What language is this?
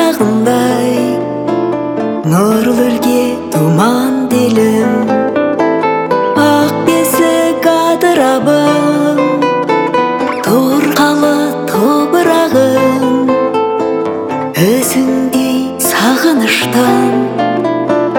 Kazakh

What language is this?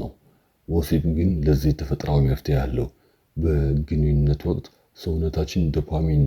Amharic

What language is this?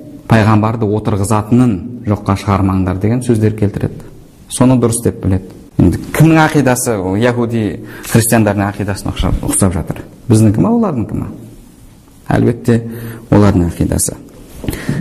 Kazakh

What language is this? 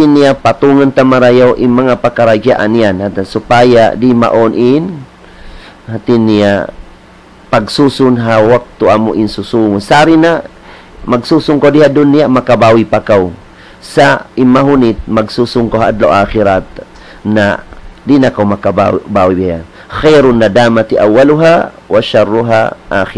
Tausug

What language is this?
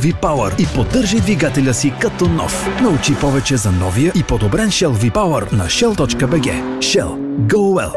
Bulgarian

